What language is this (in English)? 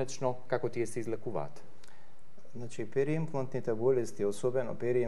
Macedonian